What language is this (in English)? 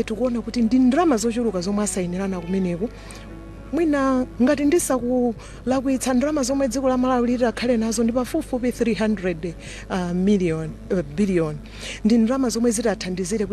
Nyanja